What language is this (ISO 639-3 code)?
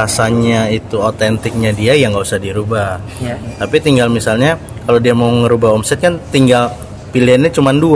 ind